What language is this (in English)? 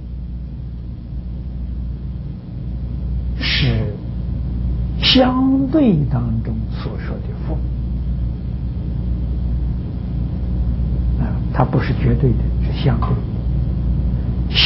Chinese